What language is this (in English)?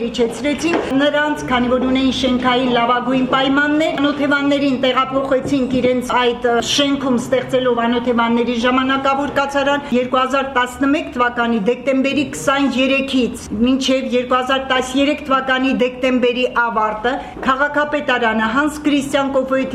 Armenian